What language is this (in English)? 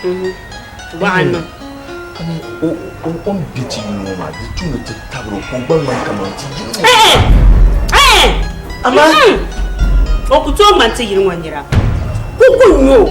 Dagbani